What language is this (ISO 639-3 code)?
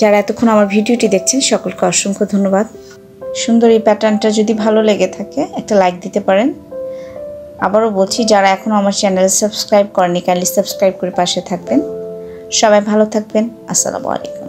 ben